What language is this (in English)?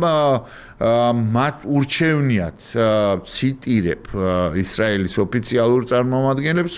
Georgian